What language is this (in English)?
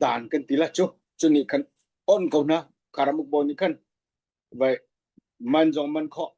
Falam Chin